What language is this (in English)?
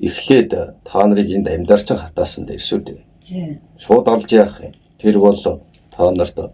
Mongolian